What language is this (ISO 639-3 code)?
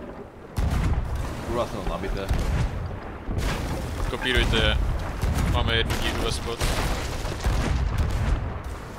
ces